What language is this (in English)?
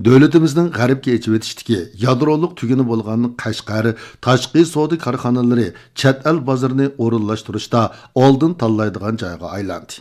Uyghur